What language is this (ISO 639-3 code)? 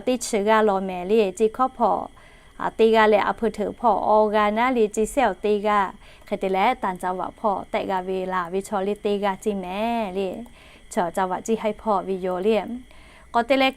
lhu